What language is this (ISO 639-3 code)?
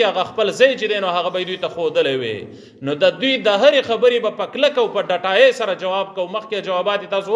pus